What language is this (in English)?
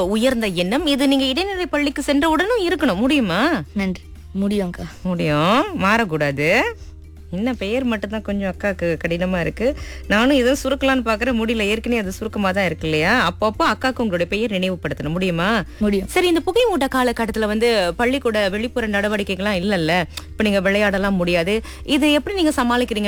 Tamil